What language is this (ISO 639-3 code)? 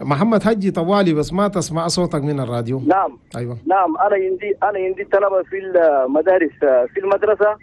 shu